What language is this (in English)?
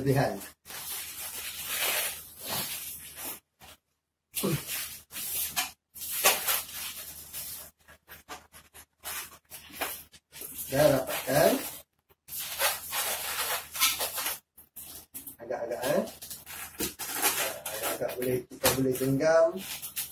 Malay